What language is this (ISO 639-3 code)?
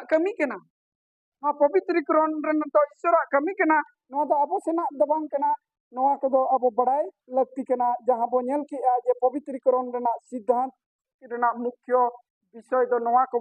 sat